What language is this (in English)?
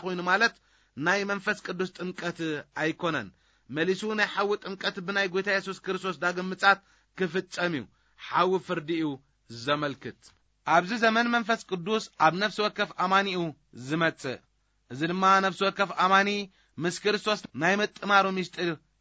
Tigrinya